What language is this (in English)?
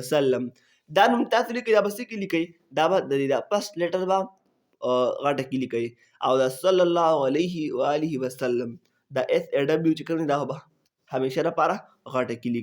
Pashto